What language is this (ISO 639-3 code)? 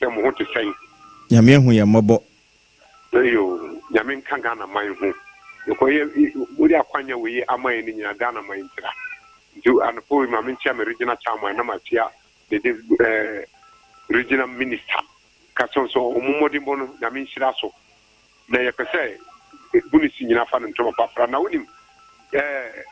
aka